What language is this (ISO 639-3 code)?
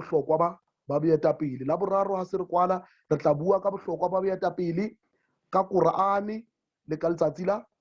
sot